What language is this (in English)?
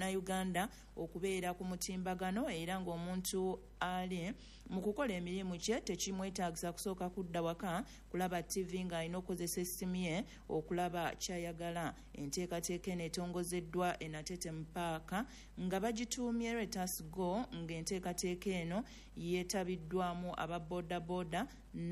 Ganda